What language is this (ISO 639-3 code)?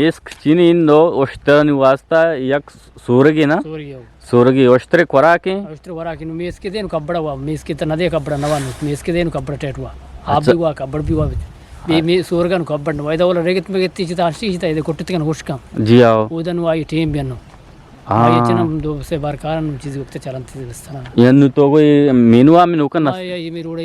bgp